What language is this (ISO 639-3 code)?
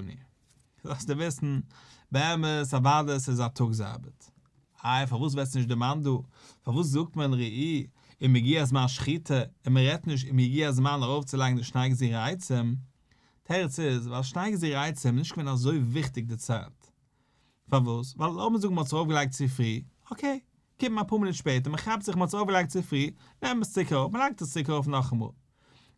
yid